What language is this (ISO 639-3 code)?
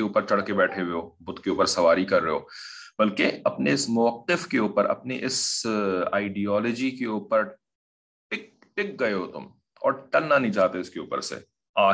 urd